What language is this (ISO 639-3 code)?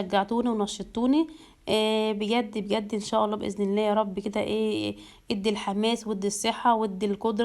arz